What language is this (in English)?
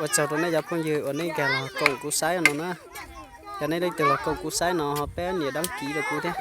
Hmong